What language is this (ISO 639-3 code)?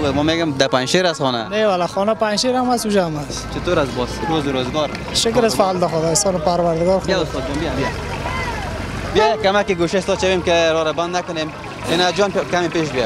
fas